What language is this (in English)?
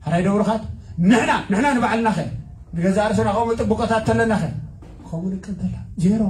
Tigrinya